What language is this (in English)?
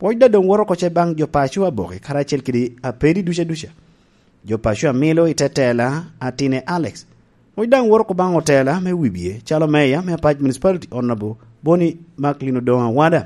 Lango (Uganda)